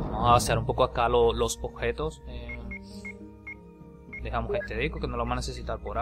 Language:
Spanish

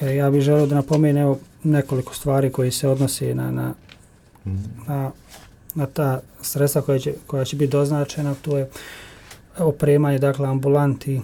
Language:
Bosnian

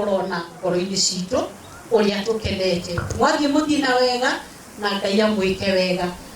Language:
Kikuyu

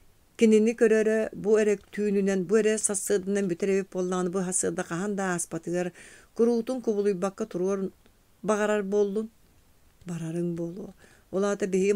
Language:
Yakut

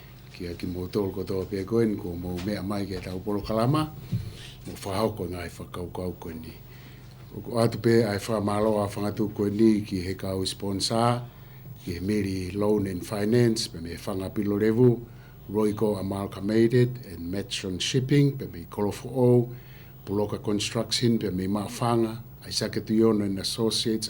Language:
Tongan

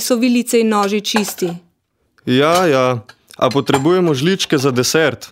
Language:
Slovenian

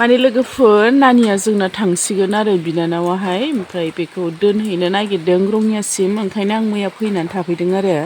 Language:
Bodo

